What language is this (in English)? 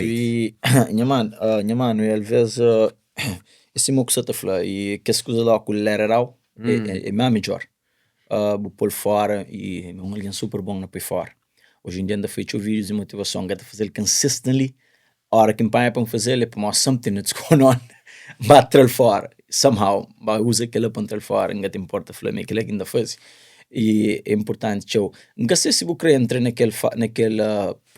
Kabuverdianu